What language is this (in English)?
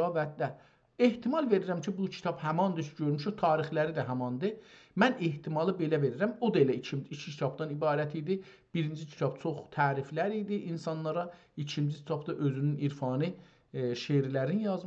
South Azerbaijani